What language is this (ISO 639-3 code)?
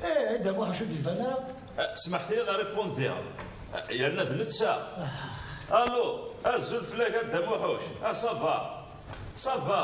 kab